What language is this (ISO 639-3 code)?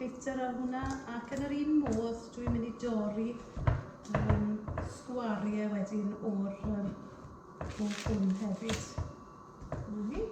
cym